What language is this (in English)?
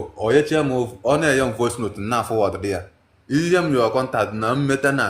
Igbo